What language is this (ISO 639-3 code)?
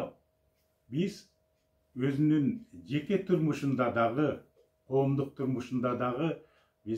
kir